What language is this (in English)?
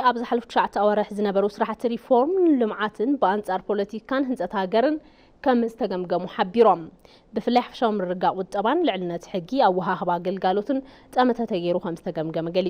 Tigrinya